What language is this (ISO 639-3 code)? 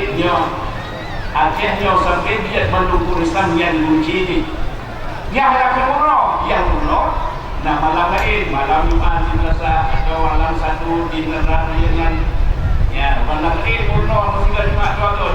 ace